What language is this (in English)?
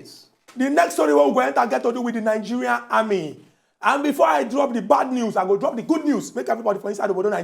Nigerian Pidgin